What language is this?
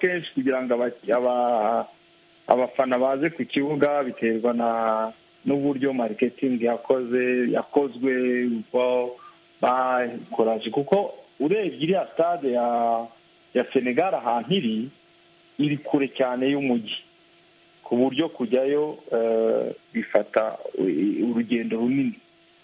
Kinyarwanda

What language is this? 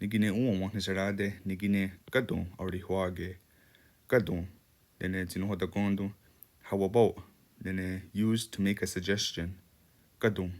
Mohawk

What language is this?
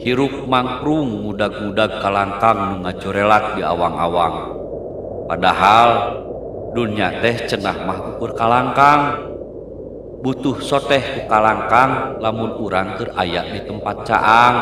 Sundanese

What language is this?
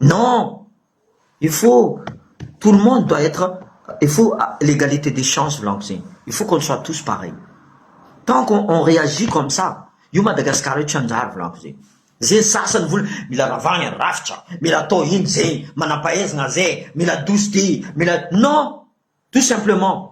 Malagasy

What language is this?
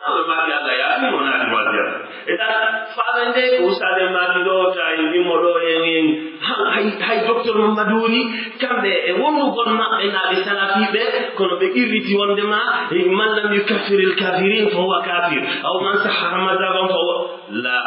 Pular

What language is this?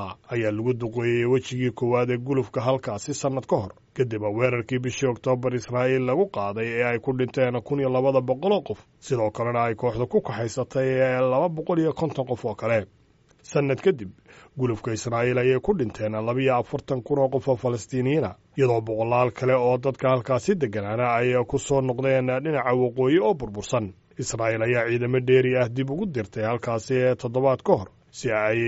Somali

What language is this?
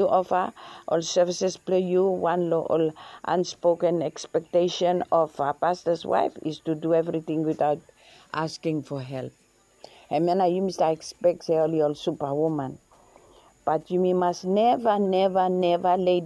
Bislama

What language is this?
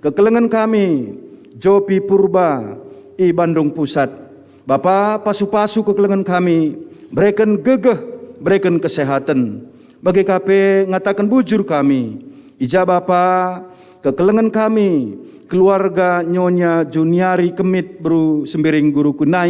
Batak Karo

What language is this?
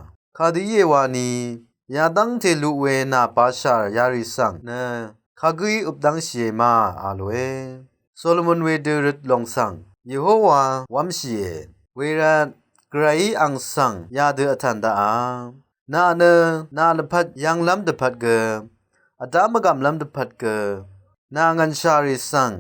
Rawang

